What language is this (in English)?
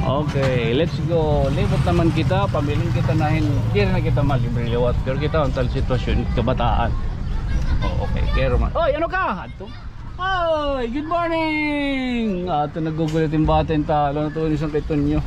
Waray